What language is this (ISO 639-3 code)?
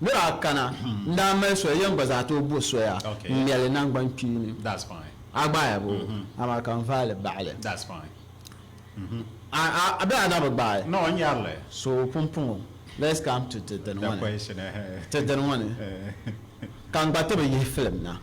dag